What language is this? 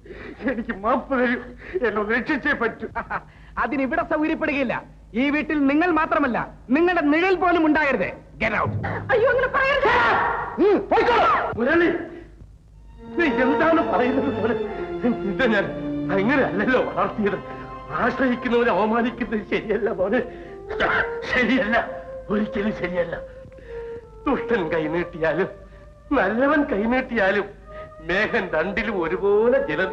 Malayalam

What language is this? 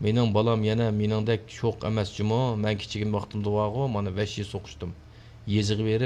Uyghur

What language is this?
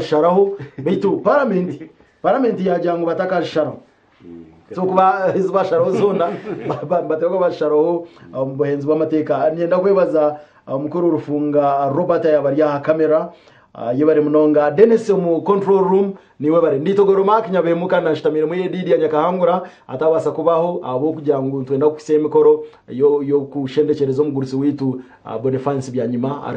Nyankole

